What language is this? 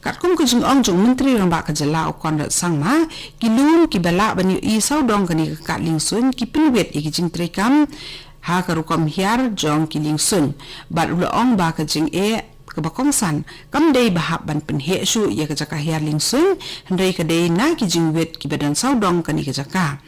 Khasi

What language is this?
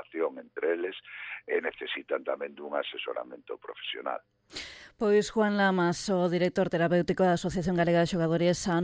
Galician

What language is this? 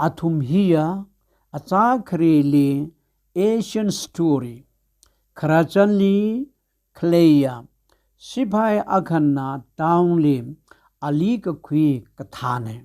Tangkhul Naga (India)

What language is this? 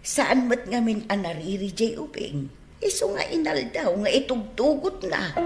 Iloko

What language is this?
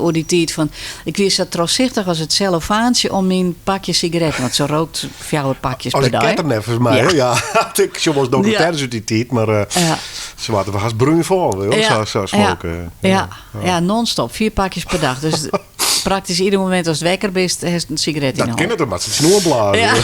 Western Frisian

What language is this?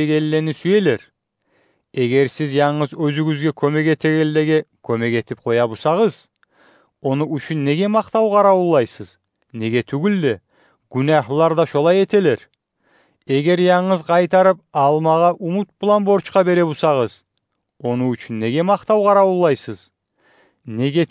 Kumyk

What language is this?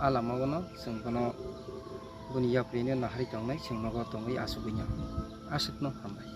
Kok Borok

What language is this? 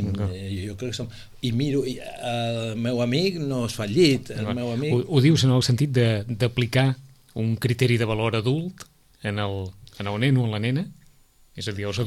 Catalan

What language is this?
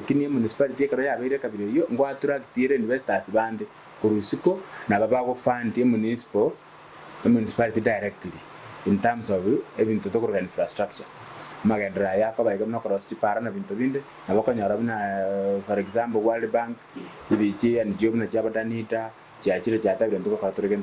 Gusii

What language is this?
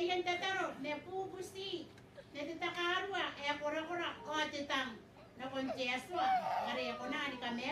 Gilbertese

